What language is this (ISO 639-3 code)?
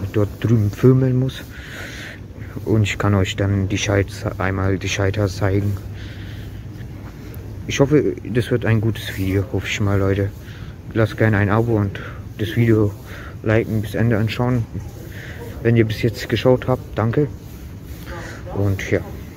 deu